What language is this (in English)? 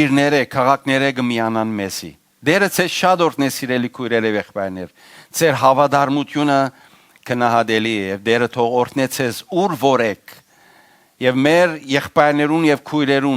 Western Armenian